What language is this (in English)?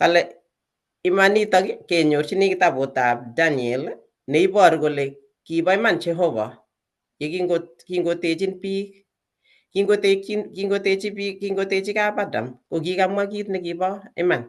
Kalenjin